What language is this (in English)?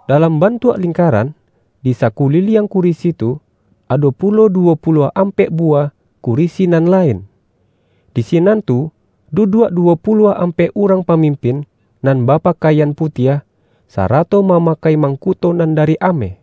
Minangkabau